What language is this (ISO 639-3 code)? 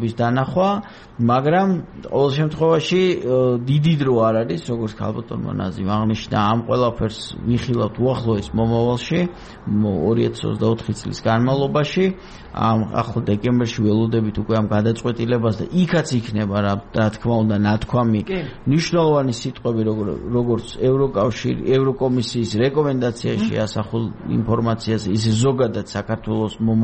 kat